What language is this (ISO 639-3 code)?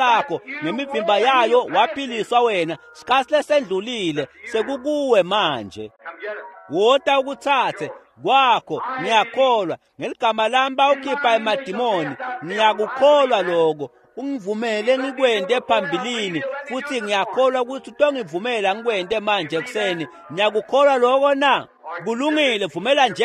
ssw